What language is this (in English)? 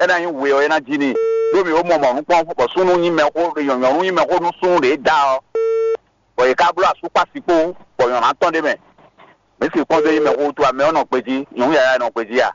Fon